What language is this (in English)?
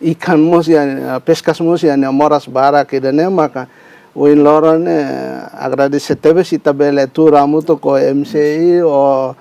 Tetum